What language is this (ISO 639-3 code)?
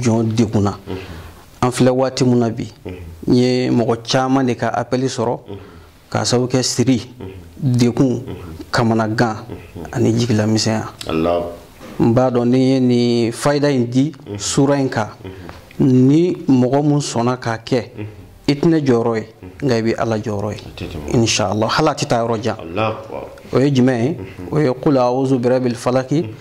bam